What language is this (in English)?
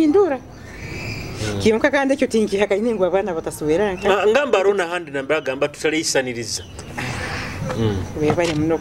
Nyoro